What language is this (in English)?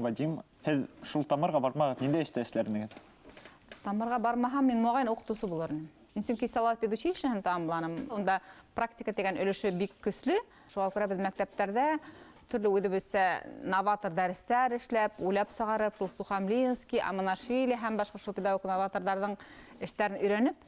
Bashkir